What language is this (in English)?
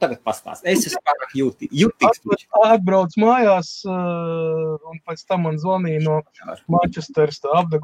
Latvian